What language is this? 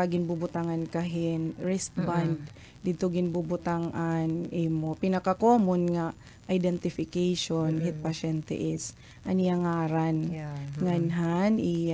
Waray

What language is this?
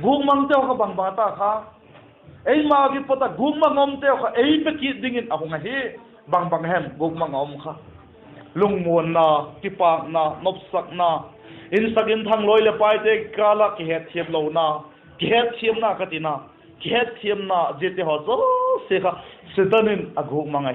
Vaiphei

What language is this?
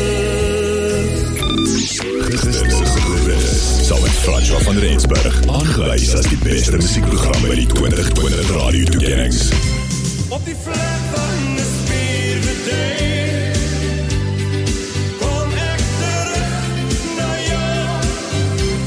Afrikaans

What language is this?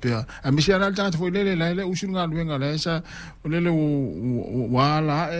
Samoan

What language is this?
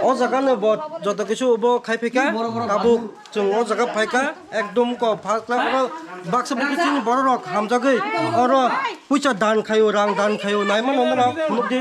Kok Borok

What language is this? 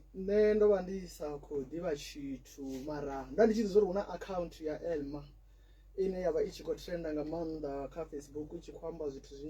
Venda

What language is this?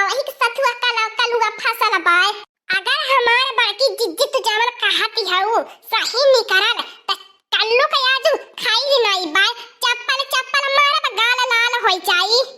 Awadhi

